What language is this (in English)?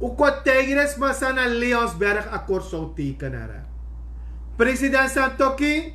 Sranan Tongo